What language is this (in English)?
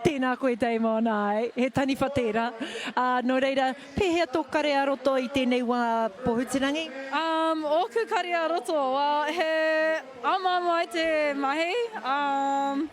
Māori